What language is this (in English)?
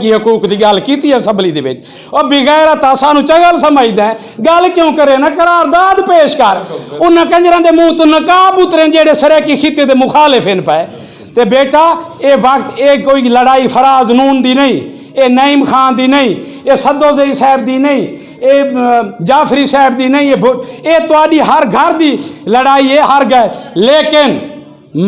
Saraiki